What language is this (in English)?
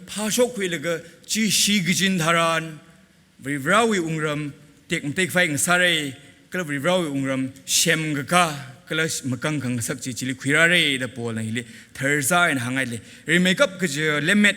Tangkhul Naga (India)